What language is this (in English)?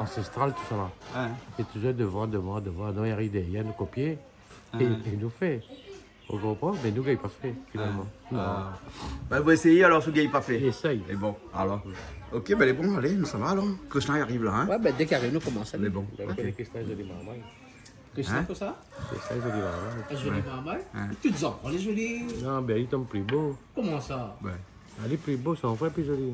Réunion Creole French